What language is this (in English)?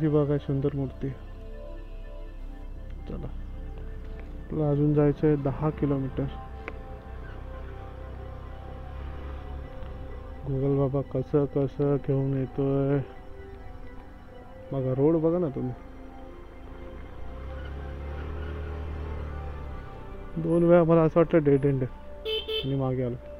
Marathi